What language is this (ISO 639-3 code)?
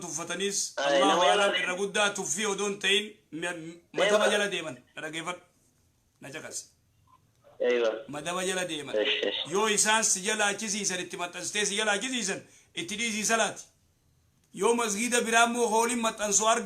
orm